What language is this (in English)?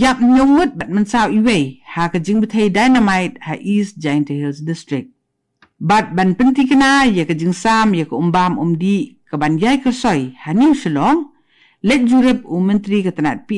Khasi